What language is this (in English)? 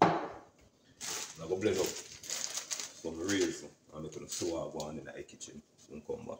Jamaican Creole English